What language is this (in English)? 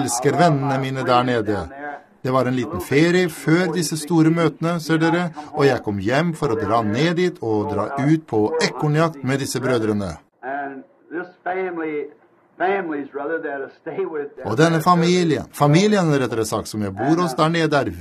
Norwegian